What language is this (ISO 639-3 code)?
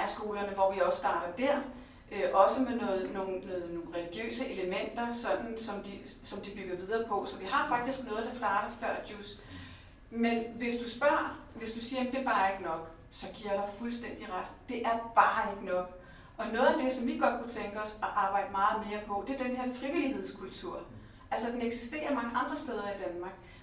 dan